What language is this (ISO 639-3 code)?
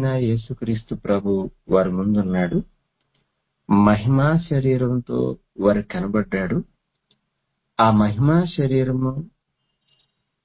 tel